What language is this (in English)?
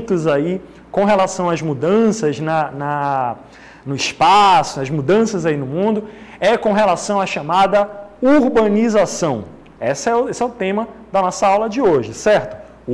Portuguese